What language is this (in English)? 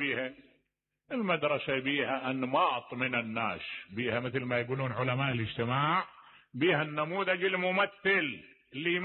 Mesopotamian Arabic